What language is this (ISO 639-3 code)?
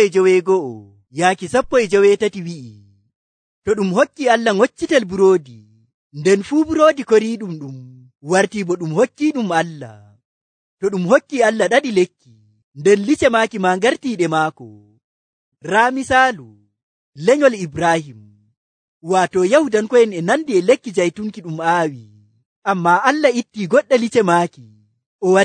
fuv